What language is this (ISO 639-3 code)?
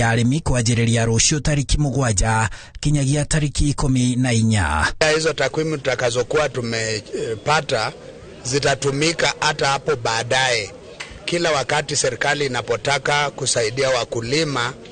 kik